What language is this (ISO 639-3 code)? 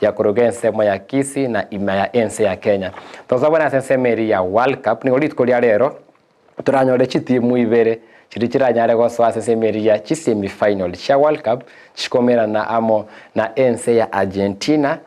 guz